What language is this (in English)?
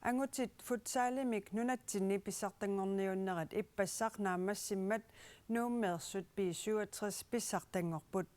Kalaallisut